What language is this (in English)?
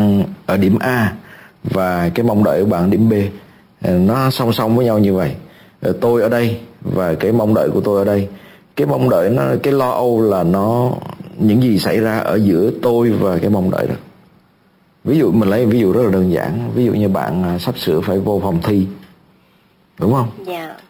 Vietnamese